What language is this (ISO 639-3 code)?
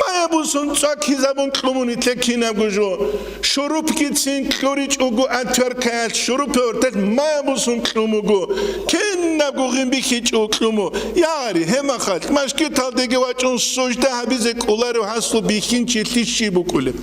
ava